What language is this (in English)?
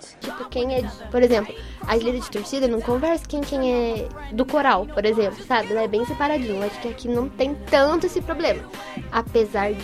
Portuguese